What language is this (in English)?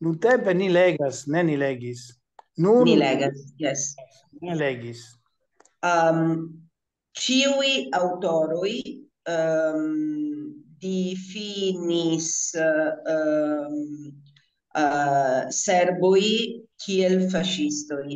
Esperanto